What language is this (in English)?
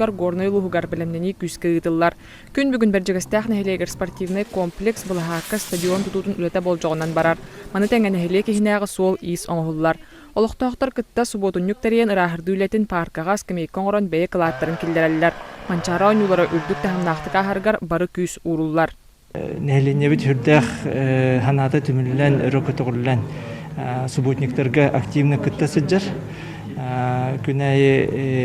Yakut